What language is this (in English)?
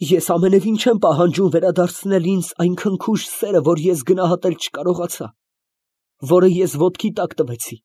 Armenian